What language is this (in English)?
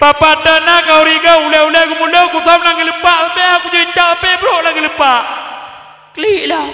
Achinese